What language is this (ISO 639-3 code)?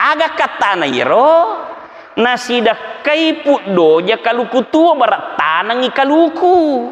bug